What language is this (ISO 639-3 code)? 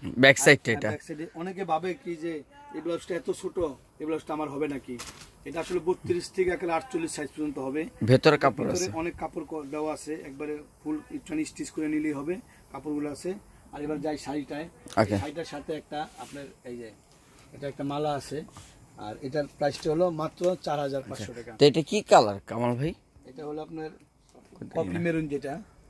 ben